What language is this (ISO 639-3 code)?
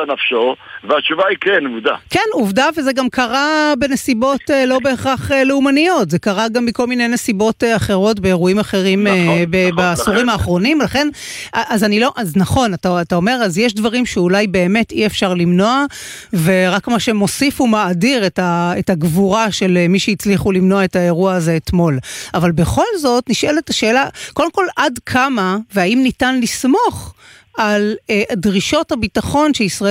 heb